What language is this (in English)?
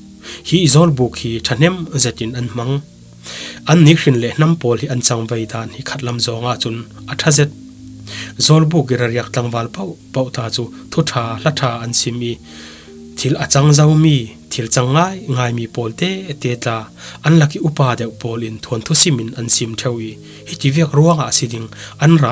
Falam Chin